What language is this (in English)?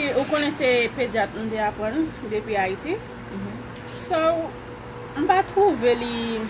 Haitian Creole